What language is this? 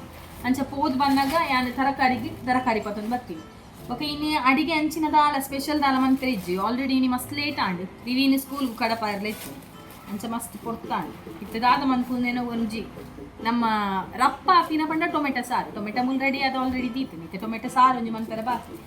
Tulu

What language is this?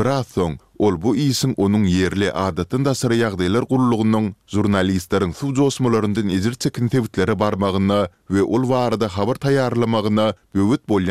Turkmen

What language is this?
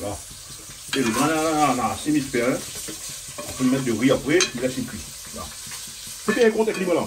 Réunion Creole French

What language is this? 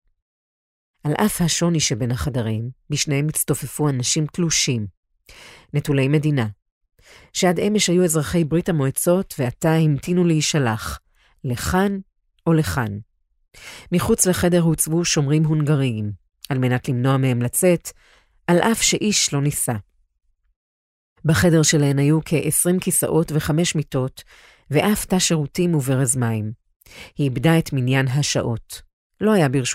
Hebrew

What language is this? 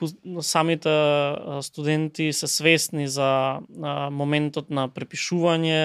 Macedonian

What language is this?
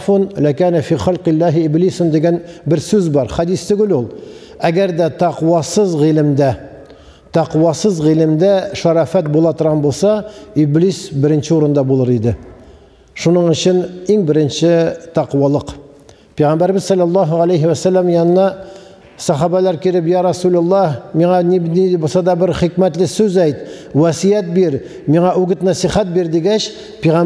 Tatar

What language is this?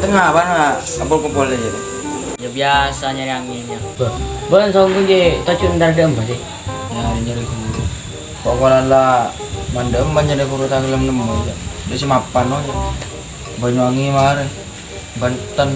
Madurese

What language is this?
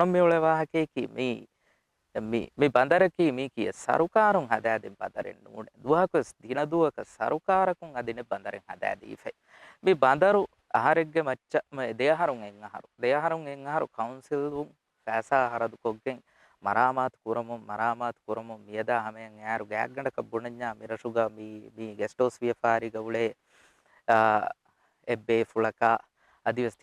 Divehi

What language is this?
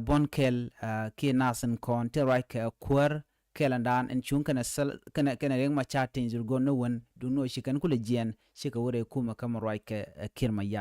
Nuer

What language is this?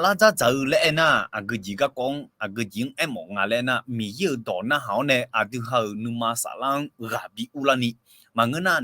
Akha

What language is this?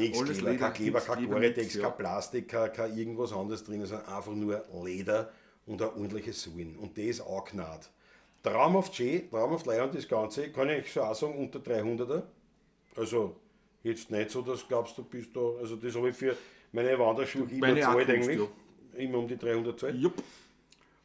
Bavarian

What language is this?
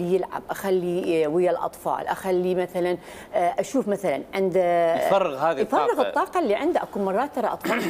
Mesopotamian Arabic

